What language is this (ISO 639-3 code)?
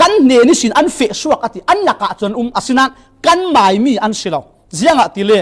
cfm